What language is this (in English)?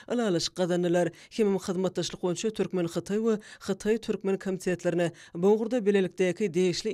Turkmen